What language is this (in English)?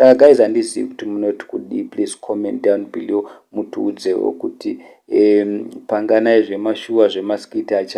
Shona